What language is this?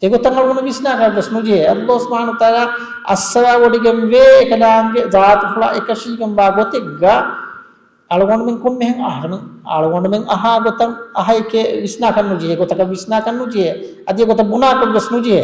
Divehi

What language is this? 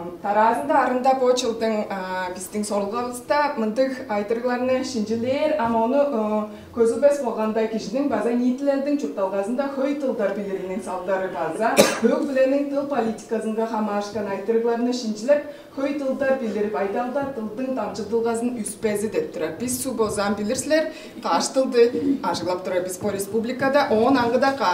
Tuvinian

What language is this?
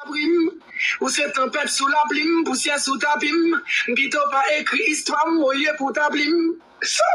Haitian Creole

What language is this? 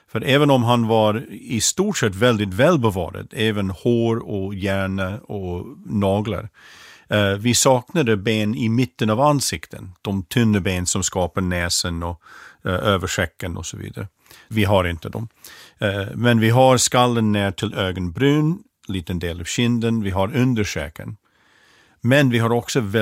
Swedish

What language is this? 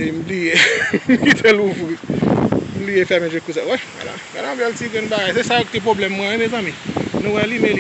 Haitian Creole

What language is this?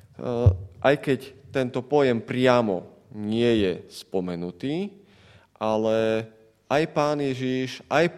Slovak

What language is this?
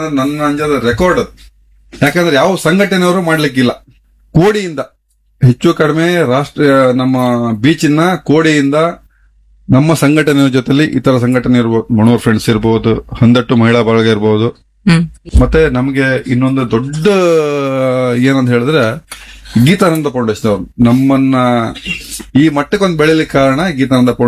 Kannada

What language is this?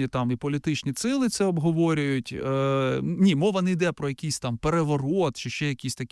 Ukrainian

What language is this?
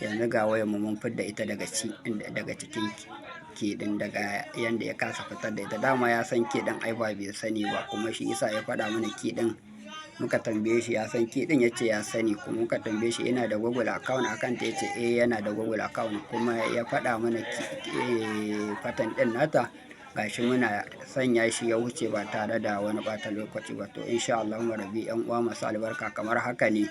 Hausa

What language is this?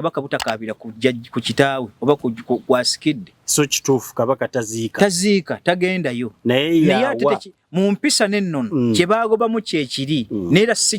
Ganda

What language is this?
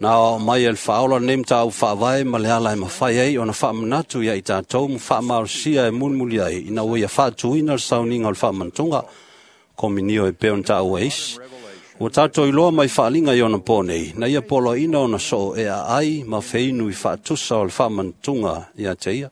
Samoan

